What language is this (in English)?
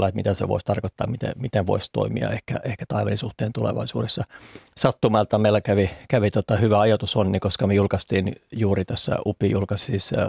Finnish